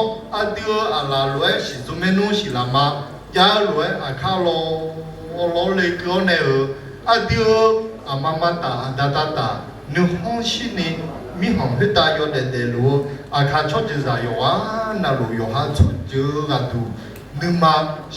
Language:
Akha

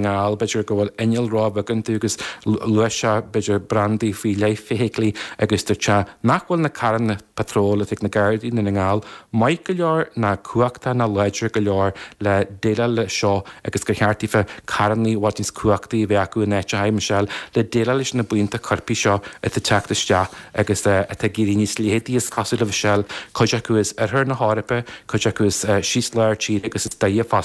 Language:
Irish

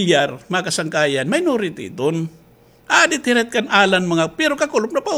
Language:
Waray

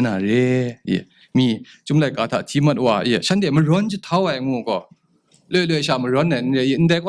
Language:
Kachin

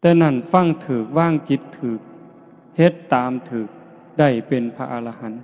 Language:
Northeastern Thai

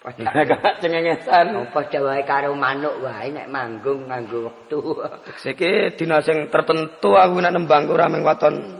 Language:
Javanese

